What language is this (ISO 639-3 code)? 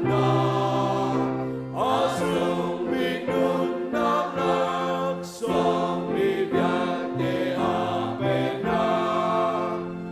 cnh